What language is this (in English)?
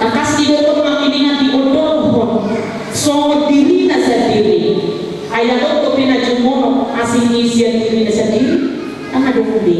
Batak Toba